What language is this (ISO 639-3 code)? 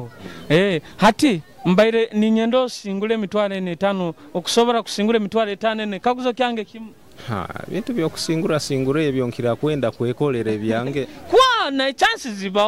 nyo